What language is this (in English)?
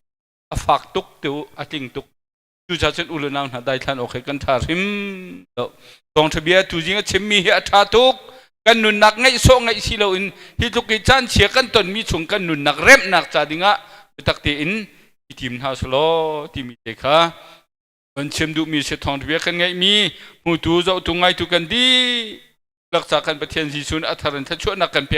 Hakha Chin